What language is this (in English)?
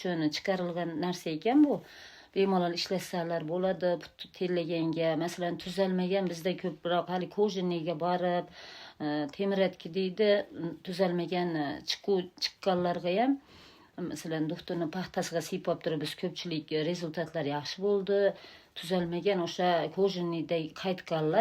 Uzbek